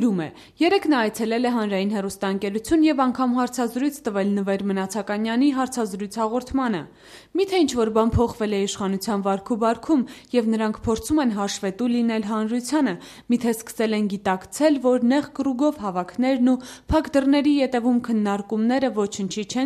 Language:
Armenian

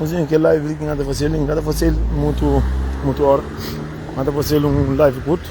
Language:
Kabuverdianu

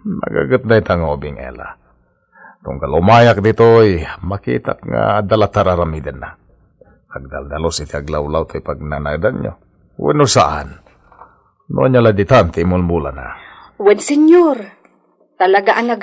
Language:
Iloko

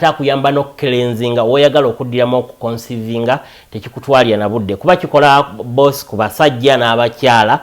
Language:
Ganda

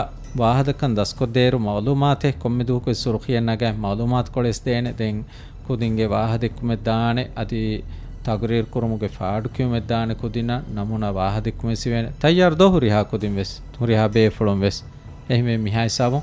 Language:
Divehi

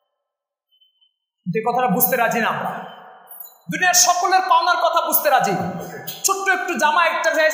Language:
Bangla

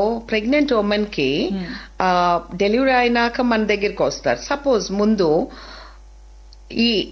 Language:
Telugu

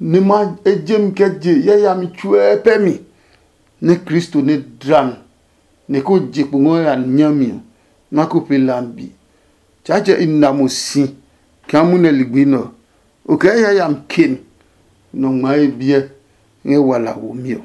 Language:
Adangme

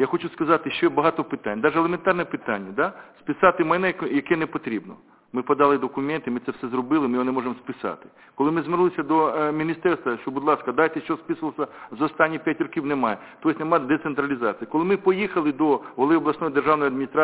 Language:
Ukrainian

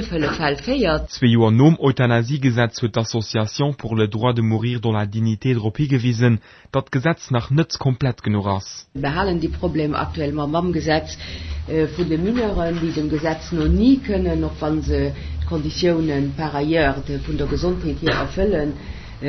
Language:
Luxembourgish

